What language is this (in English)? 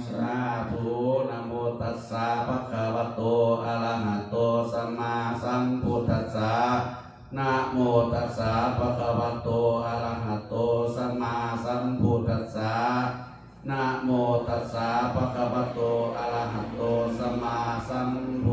Pali